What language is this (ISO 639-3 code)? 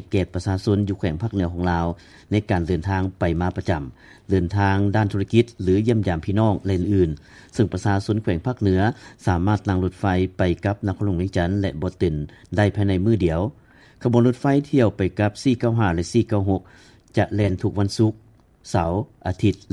lao